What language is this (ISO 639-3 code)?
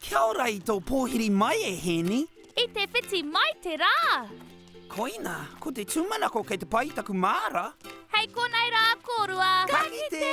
mri